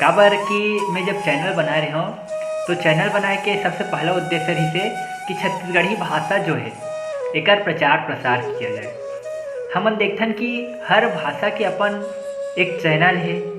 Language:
Chhattisgarhi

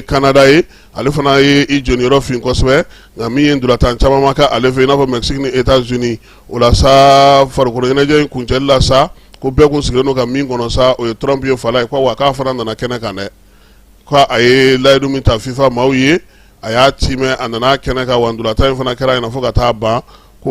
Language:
Bambara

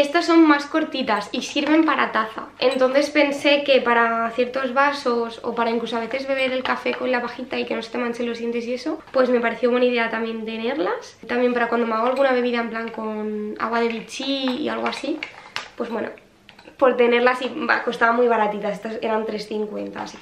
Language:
Spanish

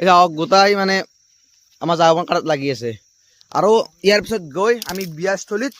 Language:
Assamese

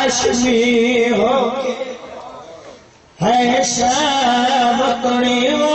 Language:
Urdu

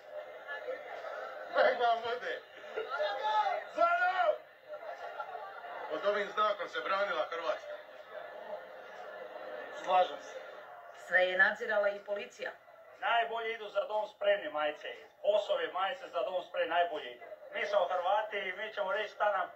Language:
Croatian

